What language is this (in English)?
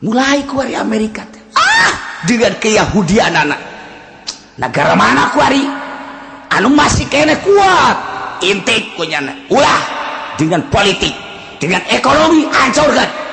Sundanese